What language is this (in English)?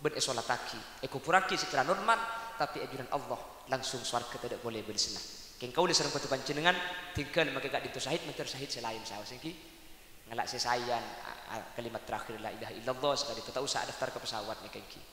Madurese